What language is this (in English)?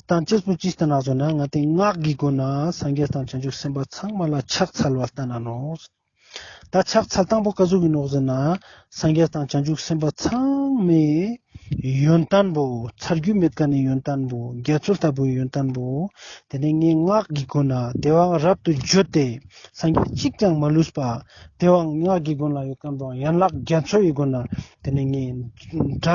Ladakhi